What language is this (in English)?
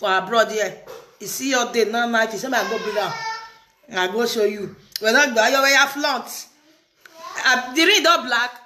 Nigerian Pidgin